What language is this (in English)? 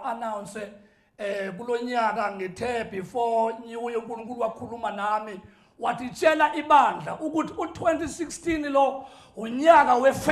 Zulu